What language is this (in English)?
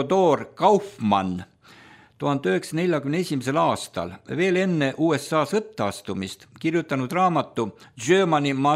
Estonian